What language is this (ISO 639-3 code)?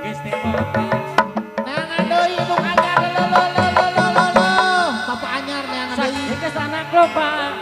sun